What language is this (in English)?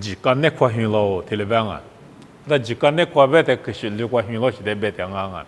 Lisu